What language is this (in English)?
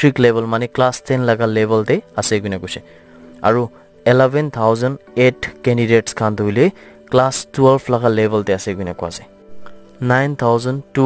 Naga Pidgin